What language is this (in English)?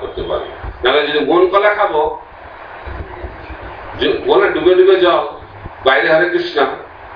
Bangla